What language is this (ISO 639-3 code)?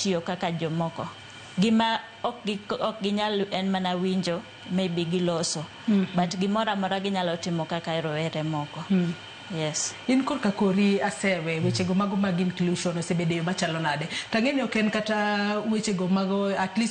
luo